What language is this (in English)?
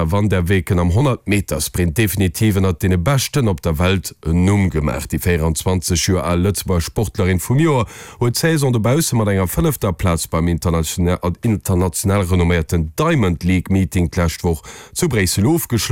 Luxembourgish